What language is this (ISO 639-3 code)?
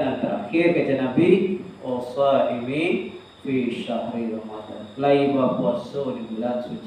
min